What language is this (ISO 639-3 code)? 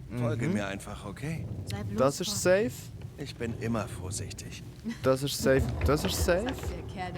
gsw